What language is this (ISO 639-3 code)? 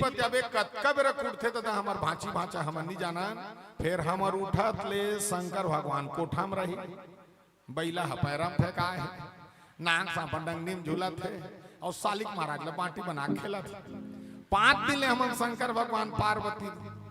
hne